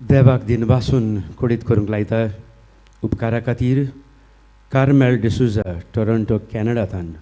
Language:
Konkani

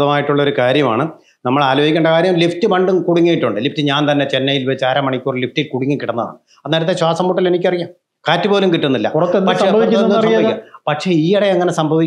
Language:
Malayalam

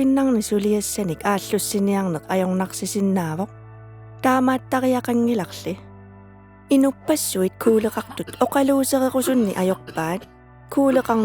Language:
Kalaallisut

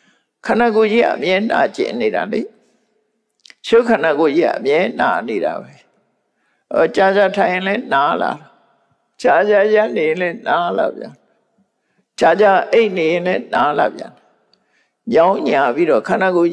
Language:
Burmese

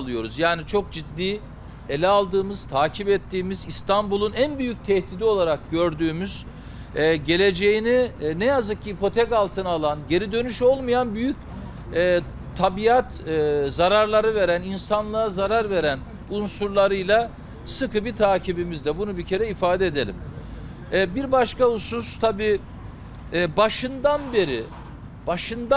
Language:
Turkish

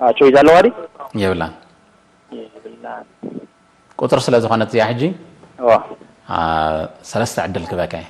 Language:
Tigrinya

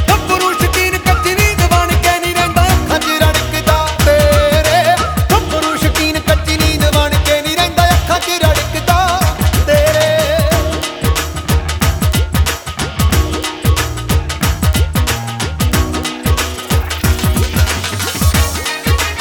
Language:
Punjabi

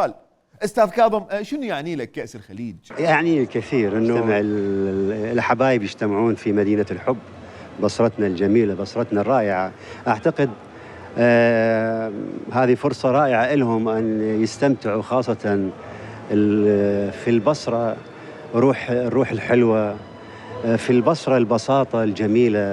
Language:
Mesopotamian Arabic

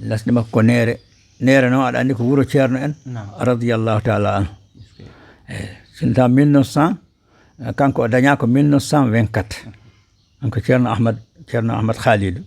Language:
Fula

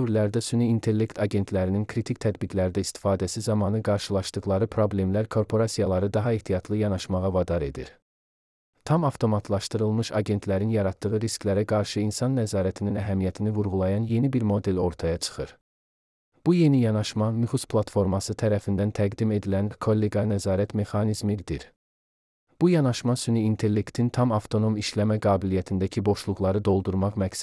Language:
Azerbaijani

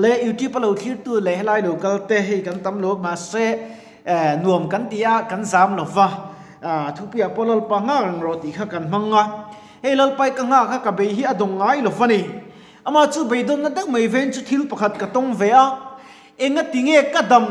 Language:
Mizo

